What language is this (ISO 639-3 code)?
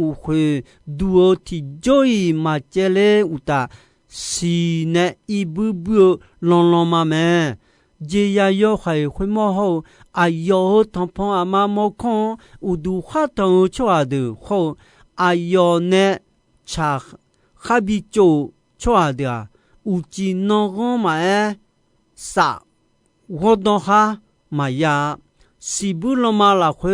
ahk